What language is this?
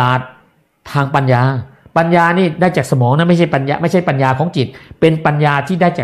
Thai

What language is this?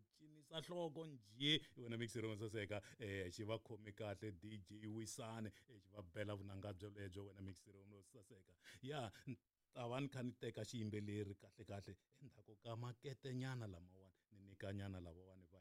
Tsonga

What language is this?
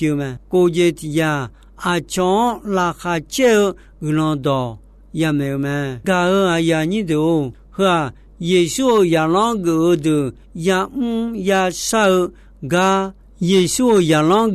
Akha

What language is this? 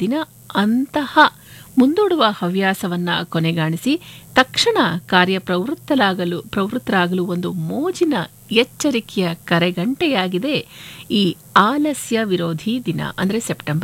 Kannada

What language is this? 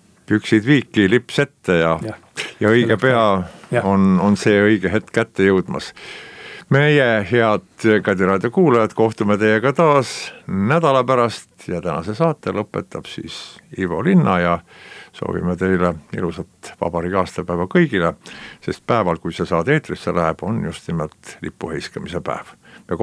Estonian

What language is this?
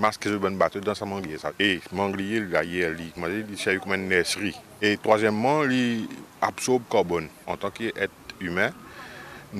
Morisyen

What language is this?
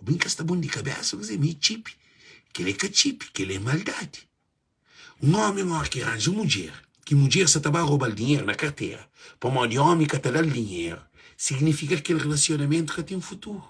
Kabuverdianu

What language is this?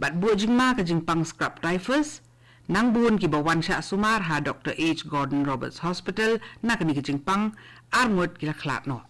Khasi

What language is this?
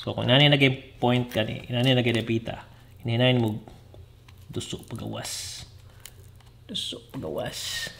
Cebuano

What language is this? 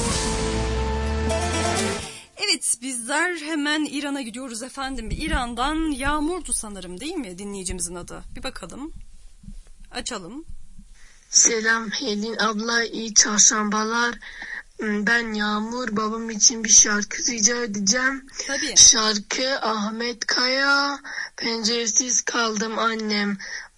Turkish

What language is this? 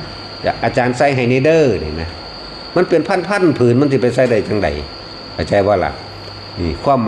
Northeastern Thai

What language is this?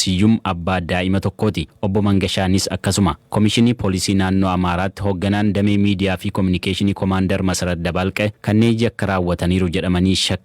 Oromo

